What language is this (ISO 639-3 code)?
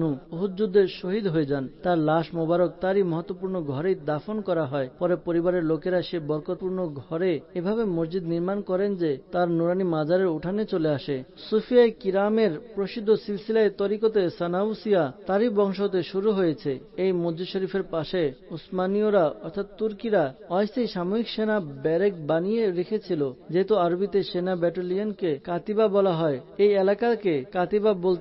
ben